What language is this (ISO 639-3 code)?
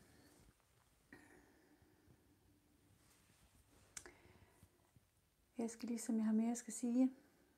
dan